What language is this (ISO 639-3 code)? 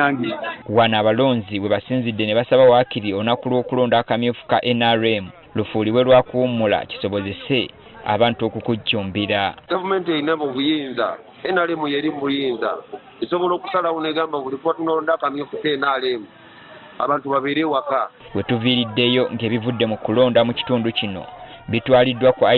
lug